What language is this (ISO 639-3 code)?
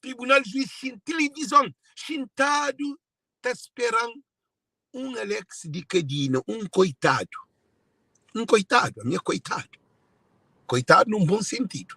kea